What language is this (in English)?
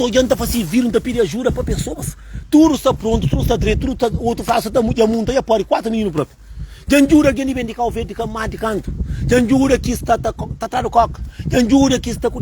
Kabuverdianu